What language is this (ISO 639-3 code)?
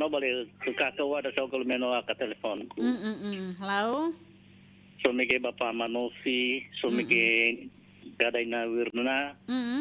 nia